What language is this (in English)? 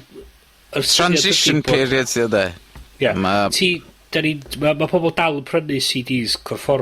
Welsh